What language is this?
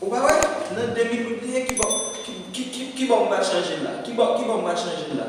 Haitian Creole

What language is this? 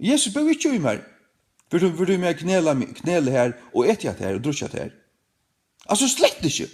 Faroese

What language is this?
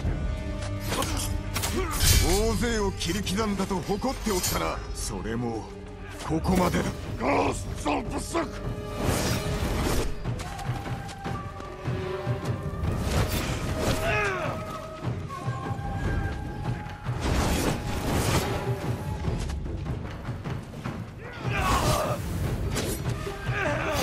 Japanese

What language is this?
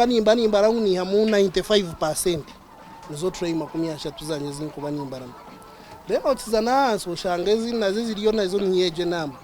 Nyankole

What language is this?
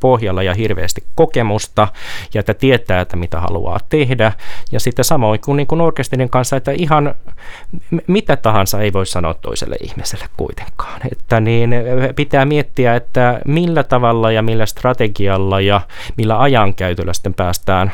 Finnish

